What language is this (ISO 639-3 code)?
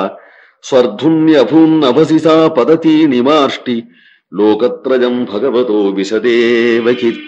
san